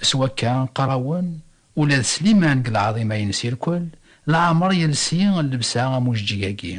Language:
Kabyle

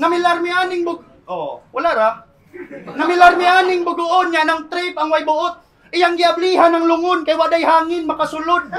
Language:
Cebuano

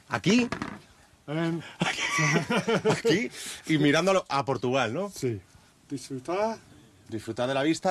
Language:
Spanish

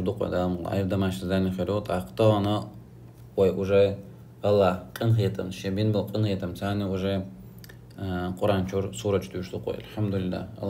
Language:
Chechen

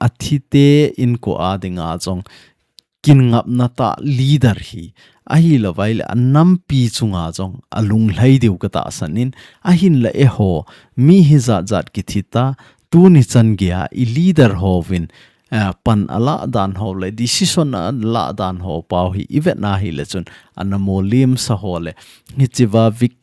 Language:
Thado Chin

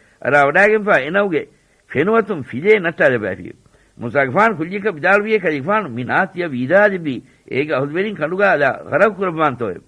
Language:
Divehi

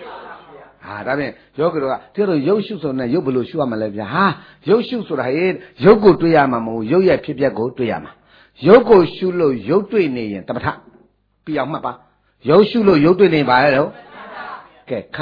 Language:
Burmese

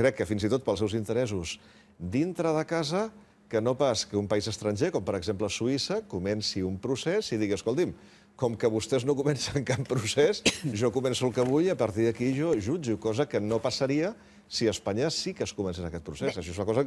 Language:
Catalan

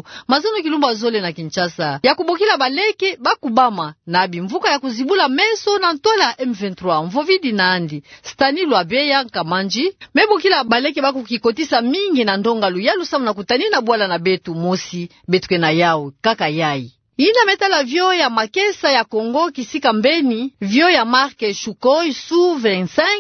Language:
Kituba (Democratic Republic of Congo)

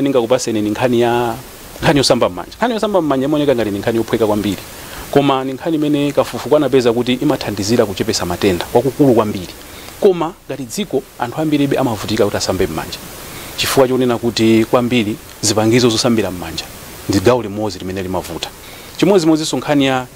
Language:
Nyanja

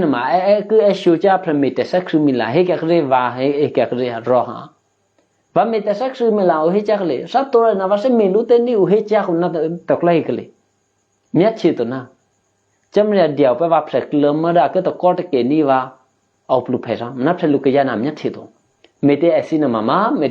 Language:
Eastern Kayah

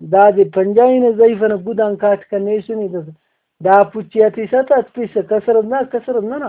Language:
Brahui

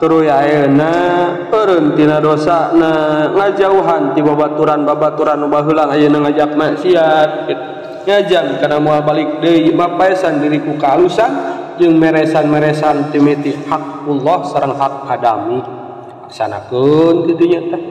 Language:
Sundanese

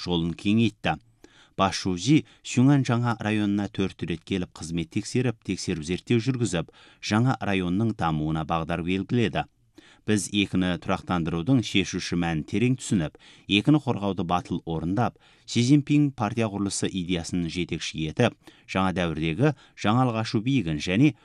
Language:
Kazakh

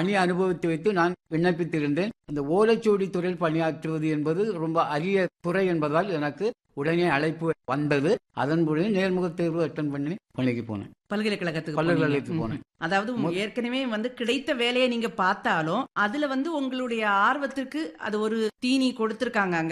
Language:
Tamil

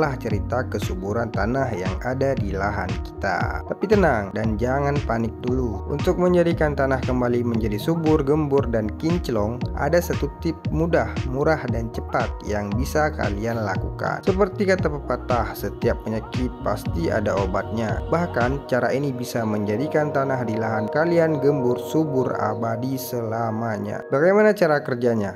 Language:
Indonesian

